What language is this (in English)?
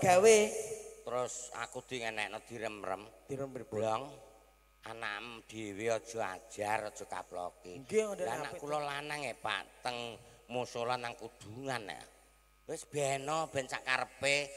Javanese